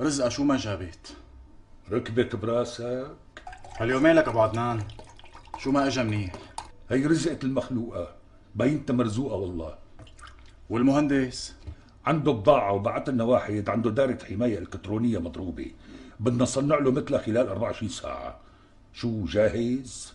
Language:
North Levantine Arabic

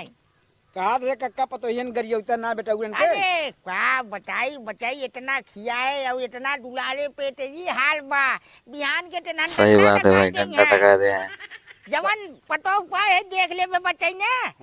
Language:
Awadhi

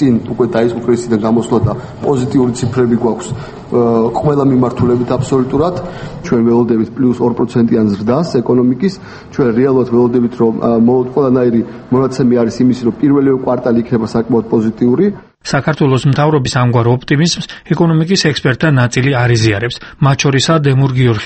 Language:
Georgian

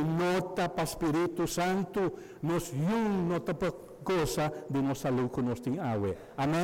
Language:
Papiamento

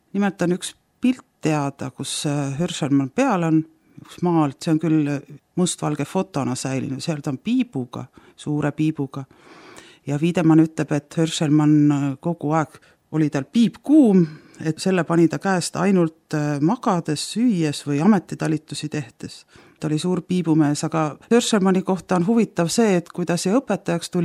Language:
Estonian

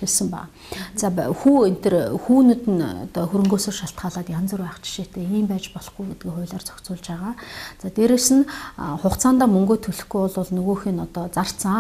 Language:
Mongolian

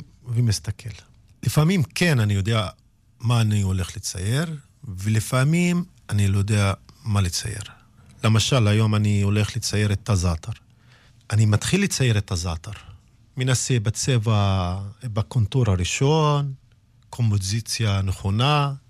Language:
Hebrew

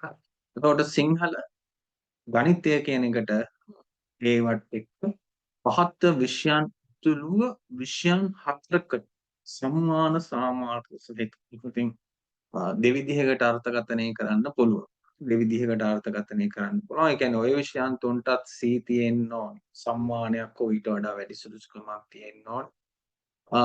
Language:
Sinhala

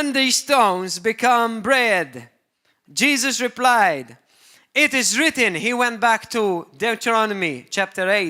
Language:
English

